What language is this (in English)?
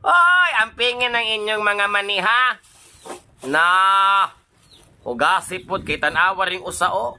Cebuano